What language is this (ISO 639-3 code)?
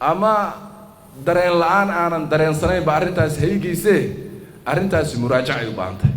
som